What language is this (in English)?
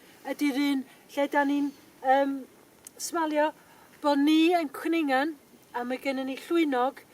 Welsh